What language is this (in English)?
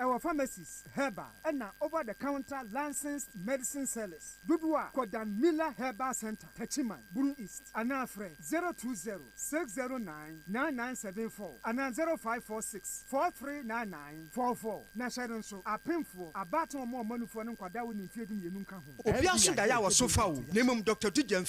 Akan